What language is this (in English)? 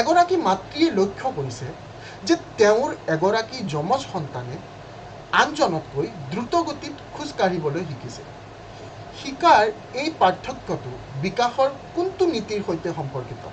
Assamese